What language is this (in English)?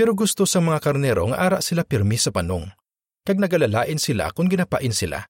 Hiligaynon